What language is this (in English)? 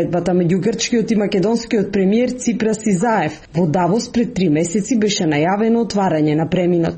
Macedonian